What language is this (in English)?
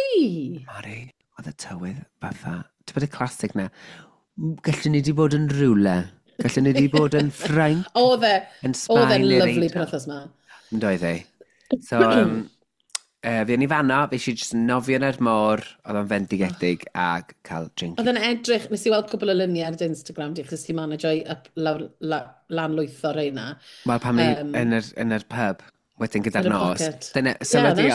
Welsh